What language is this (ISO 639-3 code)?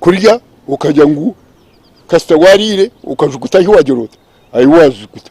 nyn